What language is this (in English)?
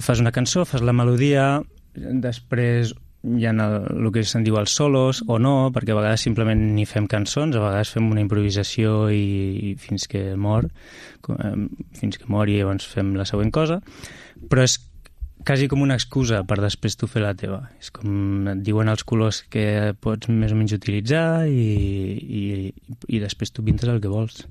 Catalan